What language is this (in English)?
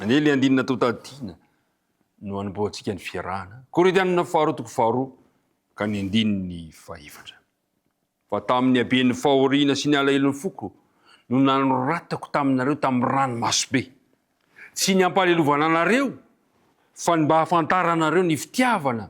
Malagasy